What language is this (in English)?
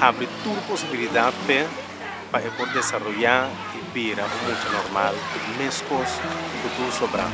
Papiamento